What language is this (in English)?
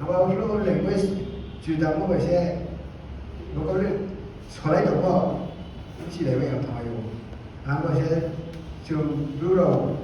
Riang (India)